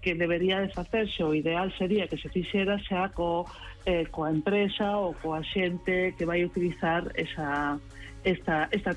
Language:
Galician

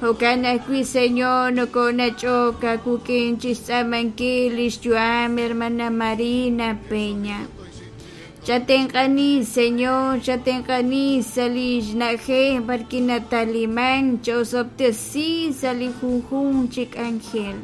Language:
Kekchí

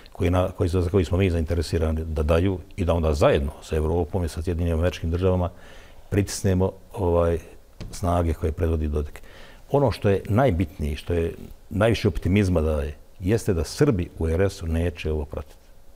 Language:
Bosnian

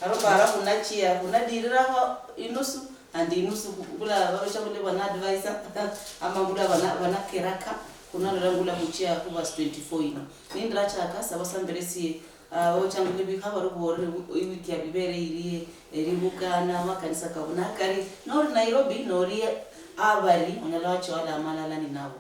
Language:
Luyia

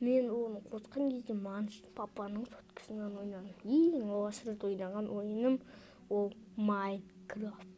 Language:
Kazakh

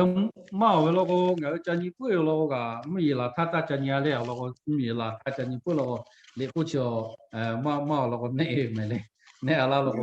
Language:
Lahu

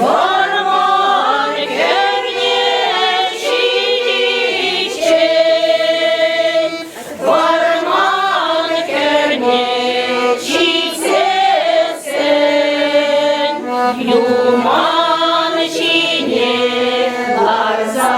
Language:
Chuvash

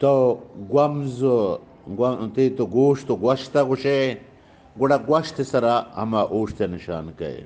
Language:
Eastern Balochi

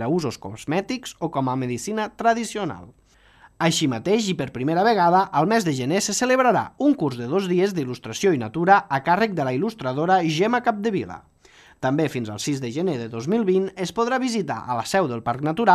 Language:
Catalan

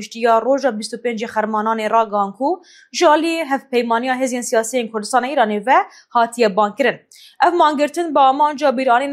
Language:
Kurdish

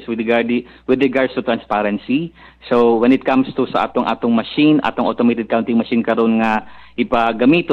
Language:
Cebuano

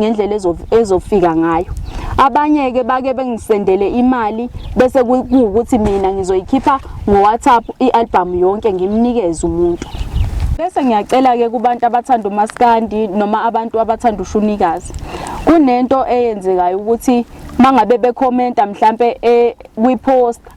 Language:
Zulu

